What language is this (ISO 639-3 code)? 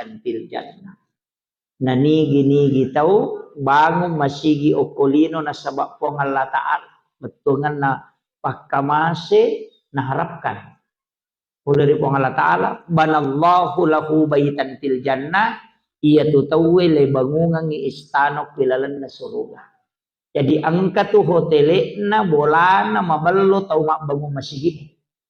bug